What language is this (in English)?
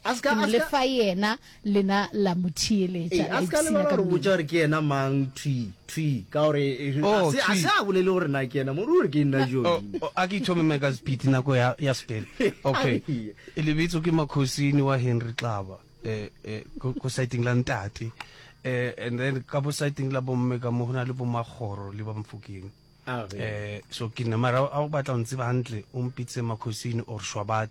Northern Sotho